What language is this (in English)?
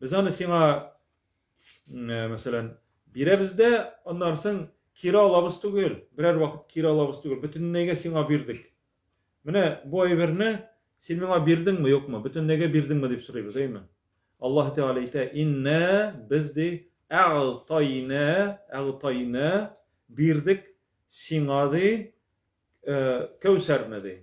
Tatar